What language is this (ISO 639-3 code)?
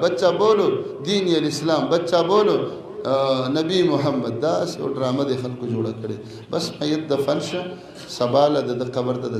pus